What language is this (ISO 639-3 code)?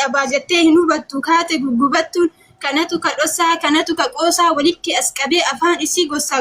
orm